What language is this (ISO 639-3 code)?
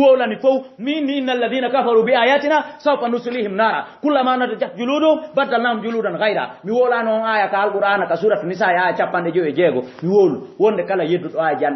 ful